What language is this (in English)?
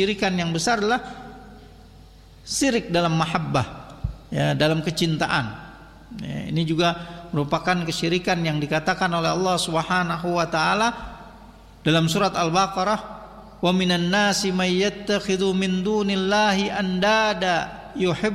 Indonesian